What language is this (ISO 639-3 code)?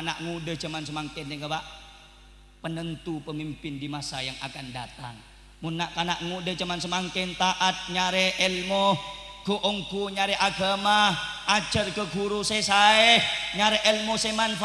mad